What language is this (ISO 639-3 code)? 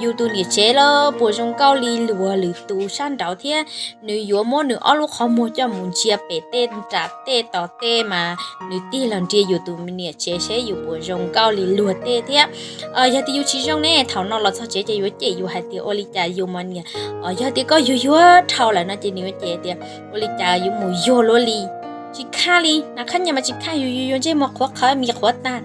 hmn